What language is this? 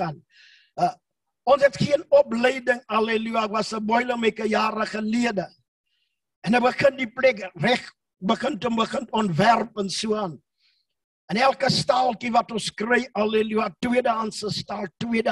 Afrikaans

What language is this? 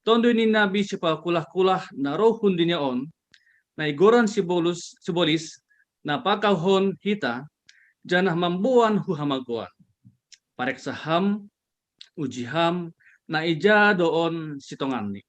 Batak Simalungun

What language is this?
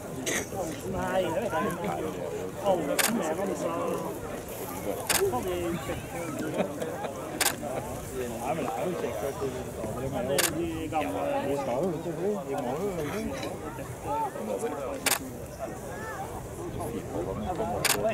Norwegian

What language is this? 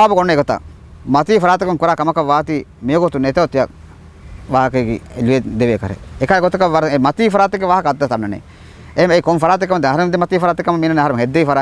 Divehi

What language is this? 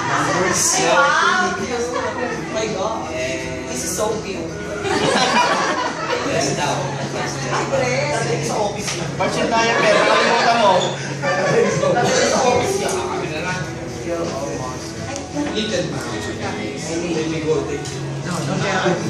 Filipino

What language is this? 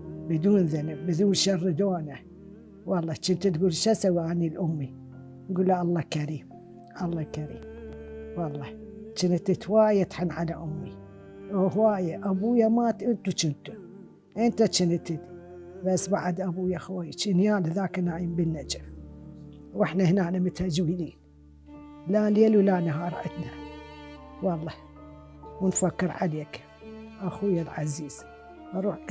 Mesopotamian Arabic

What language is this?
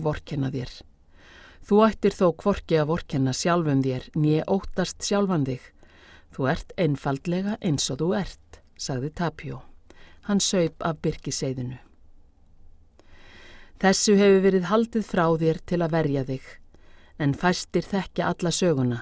Icelandic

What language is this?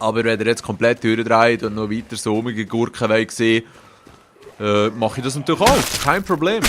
Swiss German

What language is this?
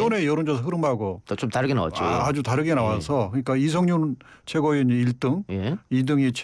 Korean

